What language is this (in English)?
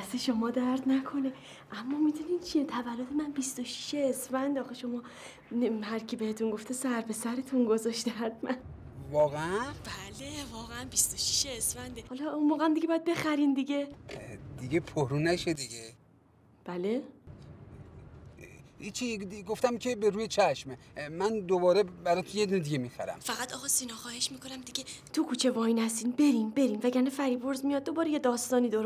Persian